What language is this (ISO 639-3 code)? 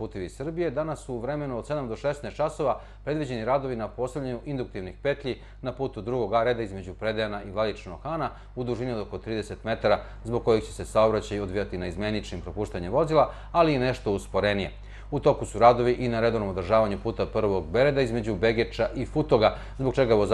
bos